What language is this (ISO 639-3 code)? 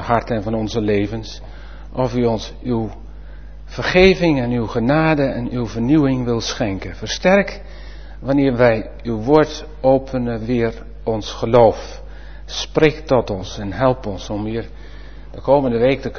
nld